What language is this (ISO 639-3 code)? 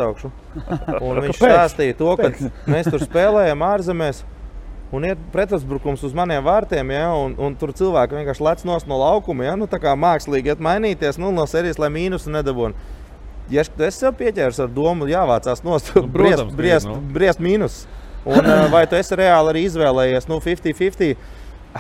lav